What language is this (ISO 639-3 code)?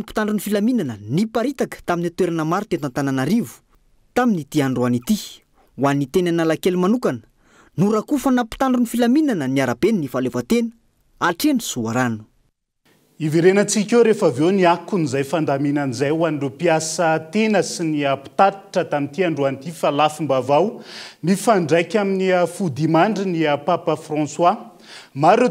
mlg